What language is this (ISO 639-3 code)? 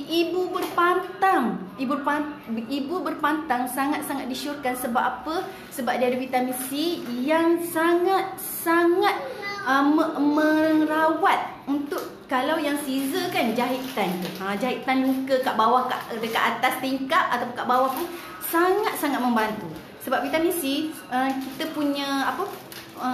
msa